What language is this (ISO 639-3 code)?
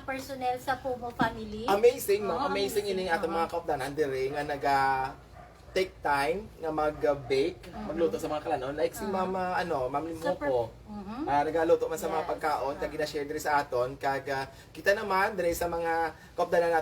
hil